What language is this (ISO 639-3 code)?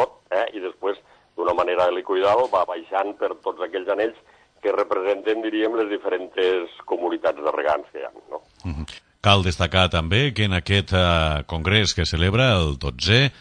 cat